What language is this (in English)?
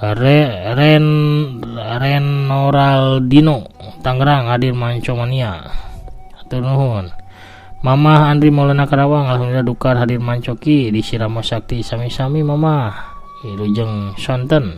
Sundanese